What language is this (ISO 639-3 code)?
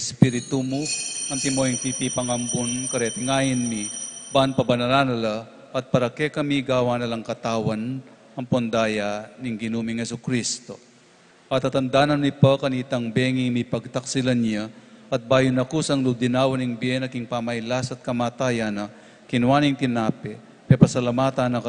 pam